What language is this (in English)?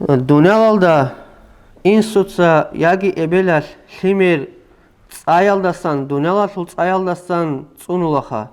Avaric